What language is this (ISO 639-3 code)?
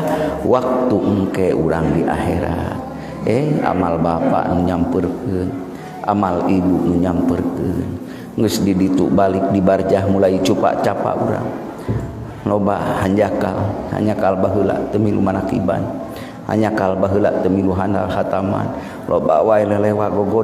sun